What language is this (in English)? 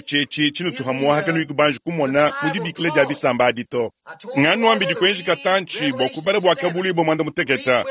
Luba-Lulua